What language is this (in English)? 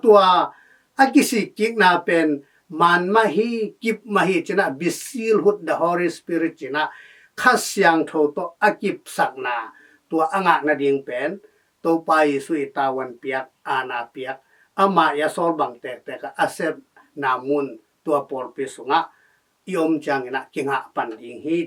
Tedim Chin